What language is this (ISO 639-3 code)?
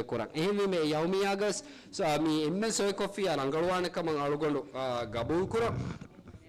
div